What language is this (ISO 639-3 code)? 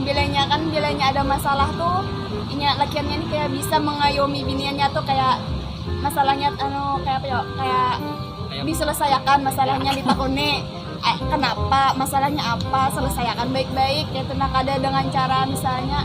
bjn